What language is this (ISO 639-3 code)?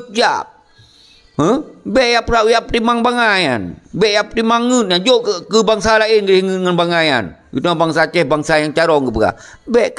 ace